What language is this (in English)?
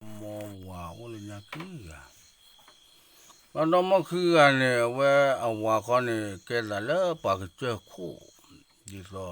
S'gaw Karen